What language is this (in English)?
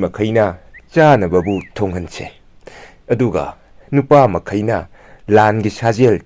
Manipuri